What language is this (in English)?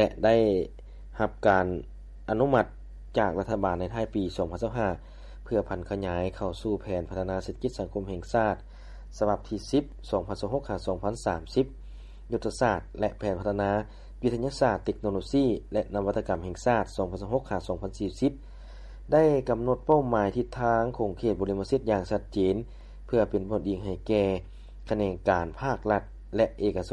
Lao